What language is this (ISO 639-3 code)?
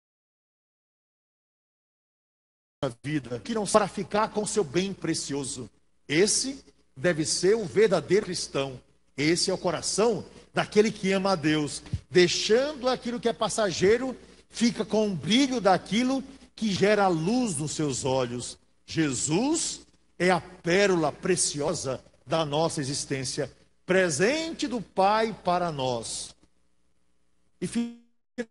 por